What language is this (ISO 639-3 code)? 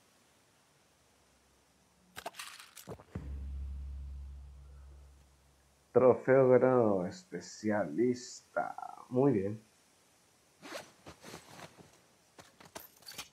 spa